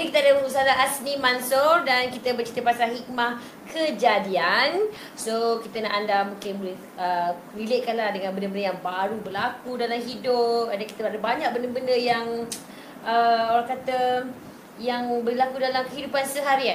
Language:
Malay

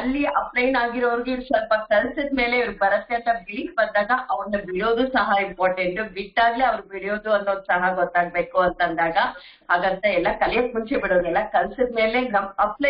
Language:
Kannada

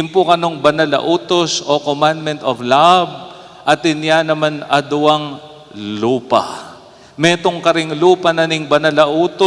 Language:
Pampanga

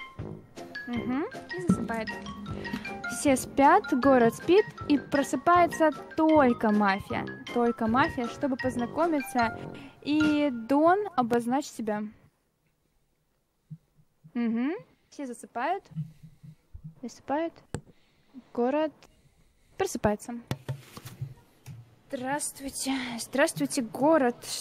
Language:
Russian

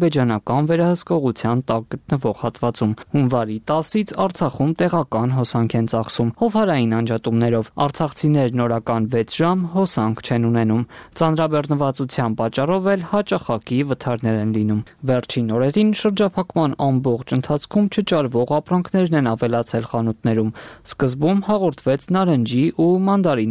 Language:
Armenian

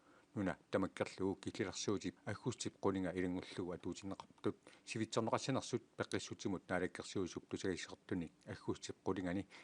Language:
Kalaallisut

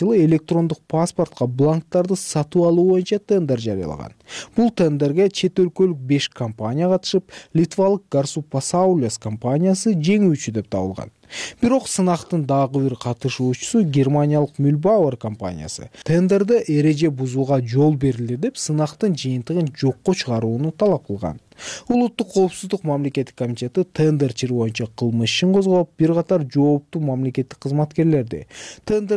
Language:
Kyrgyz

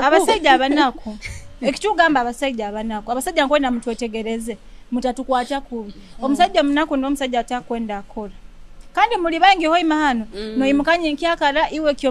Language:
Nyoro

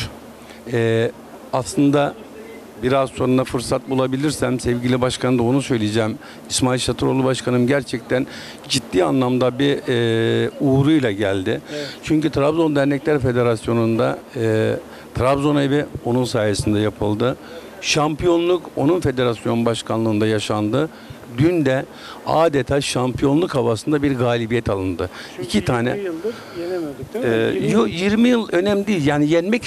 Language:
Turkish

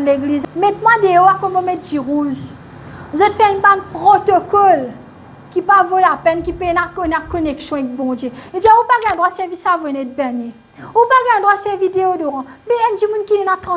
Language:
Morisyen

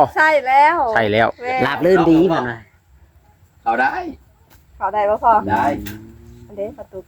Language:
Lao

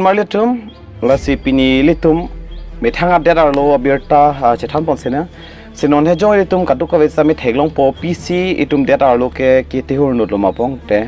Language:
Karbi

